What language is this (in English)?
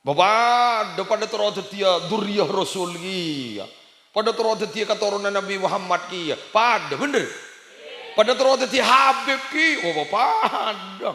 Madurese